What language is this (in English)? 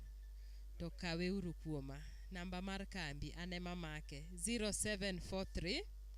Luo (Kenya and Tanzania)